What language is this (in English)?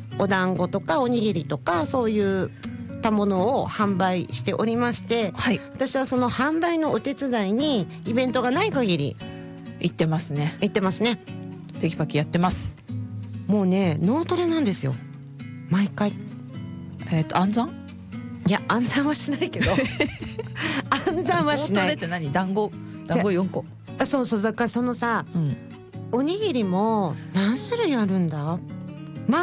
Japanese